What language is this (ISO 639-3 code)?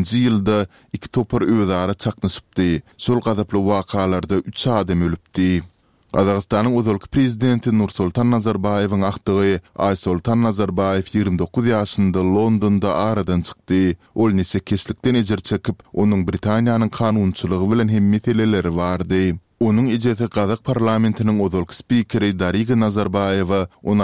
tuk